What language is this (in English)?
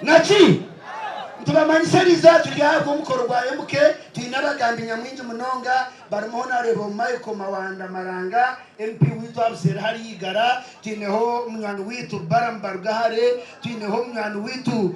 Nyankole